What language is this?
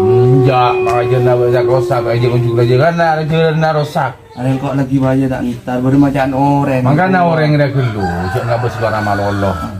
Madurese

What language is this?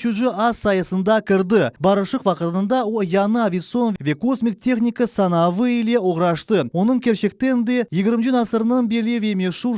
Crimean Tatar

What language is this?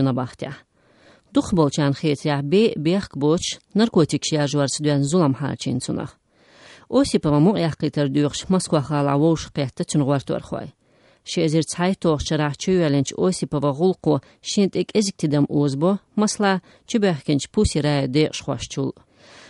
Chechen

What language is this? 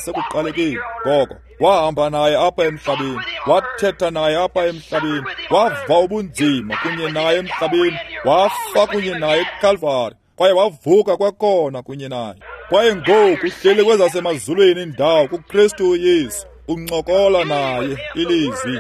Xhosa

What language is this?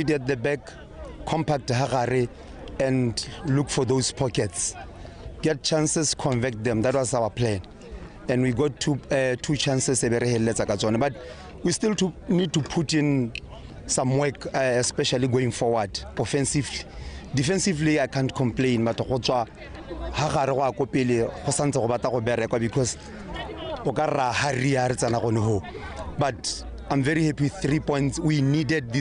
Tswana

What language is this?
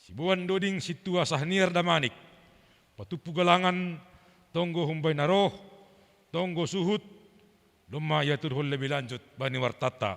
Batak Simalungun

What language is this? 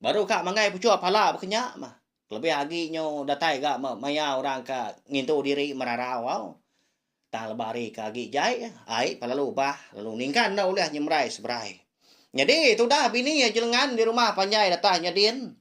Iban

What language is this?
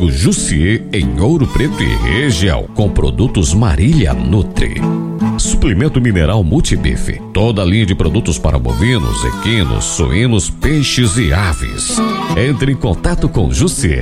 Portuguese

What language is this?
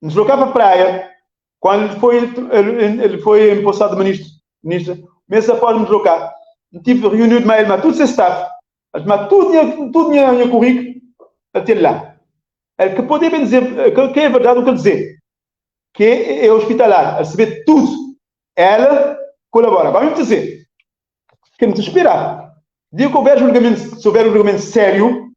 Kabuverdianu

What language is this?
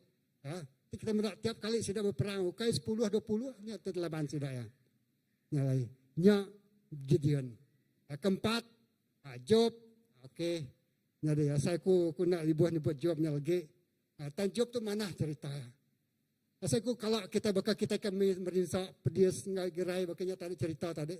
Iban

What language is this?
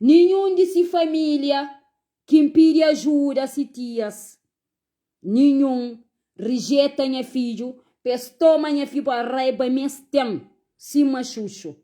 Kabuverdianu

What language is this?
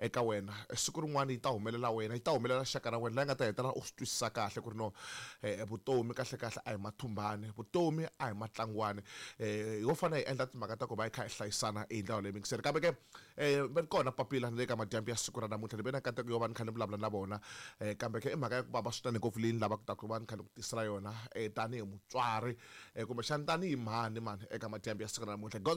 Tsonga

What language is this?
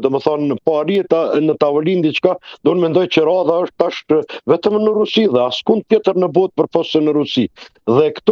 Albanian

